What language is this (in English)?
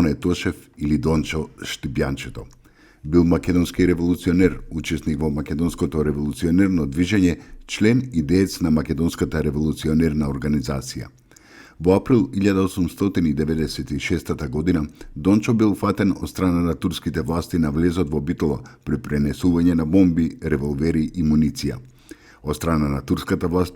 Macedonian